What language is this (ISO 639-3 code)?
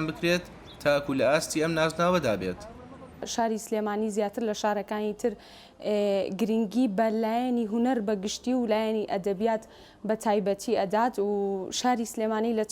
ckb